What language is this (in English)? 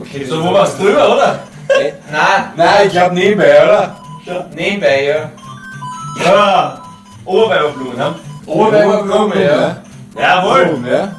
Bavarian